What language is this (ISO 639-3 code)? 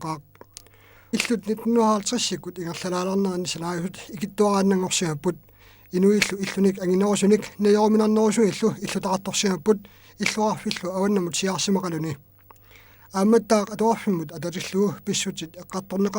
kal